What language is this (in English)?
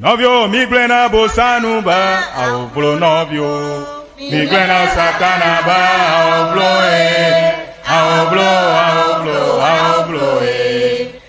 Ewe